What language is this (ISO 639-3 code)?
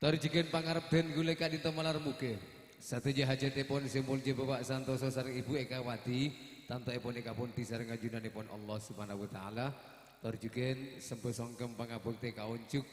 mad